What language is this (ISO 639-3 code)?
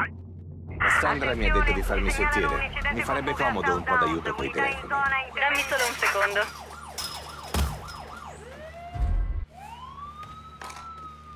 ita